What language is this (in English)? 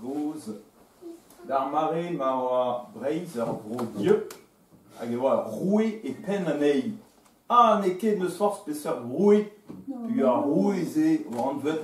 Breton